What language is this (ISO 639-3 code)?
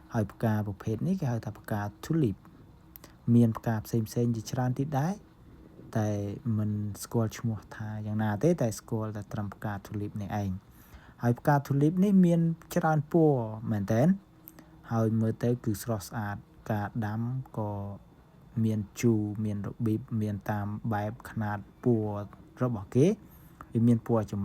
khm